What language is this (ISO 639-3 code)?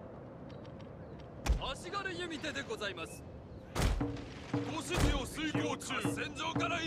jpn